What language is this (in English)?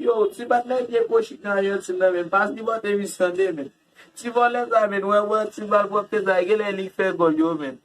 Haitian Creole